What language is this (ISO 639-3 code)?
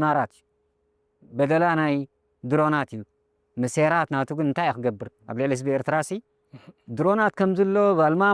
tir